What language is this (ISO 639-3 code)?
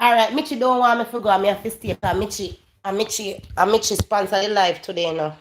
jam